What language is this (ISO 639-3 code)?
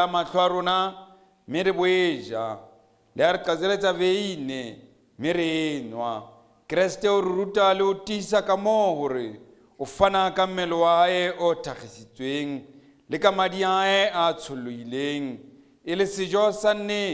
sot